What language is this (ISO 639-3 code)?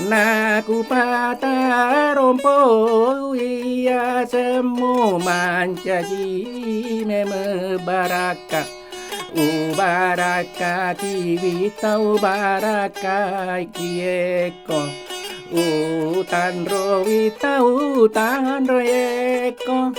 bug